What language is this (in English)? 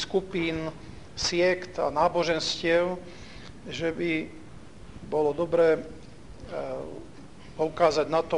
Slovak